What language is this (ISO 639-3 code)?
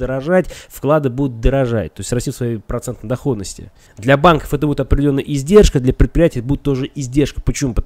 rus